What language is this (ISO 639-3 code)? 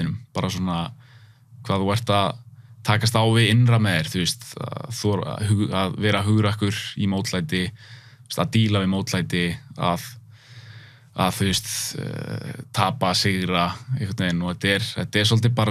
isl